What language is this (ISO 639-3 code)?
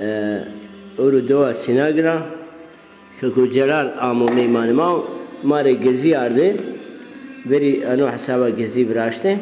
zza